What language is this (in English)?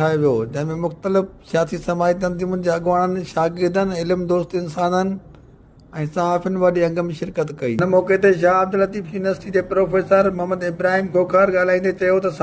Sindhi